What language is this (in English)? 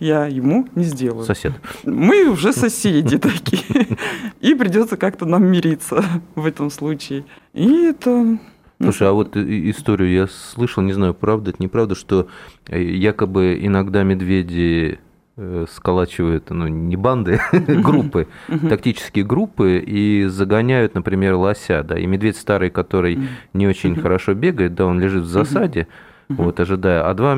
Russian